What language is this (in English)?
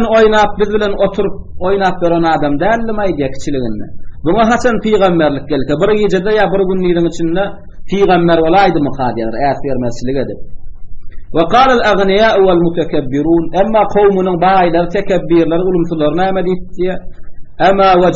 Turkmen